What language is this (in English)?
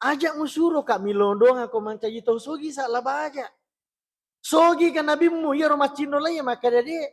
Buginese